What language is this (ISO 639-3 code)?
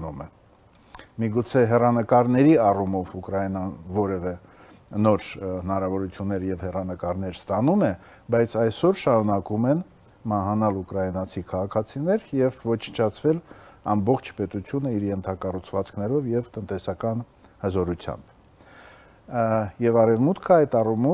hye